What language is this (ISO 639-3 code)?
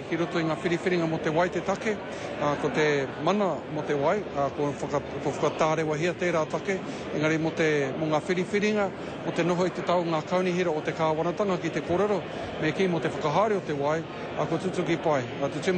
mri